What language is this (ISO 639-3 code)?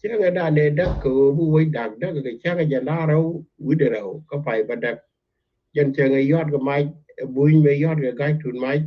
nus